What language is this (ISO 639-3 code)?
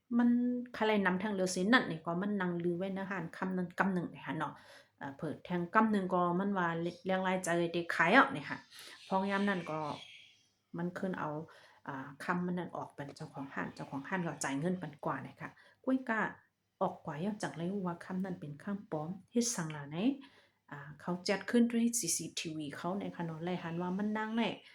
shn